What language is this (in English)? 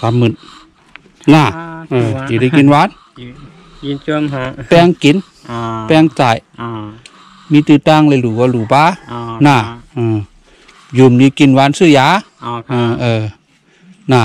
Shan